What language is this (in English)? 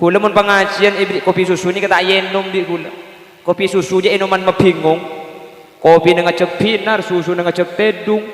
Madurese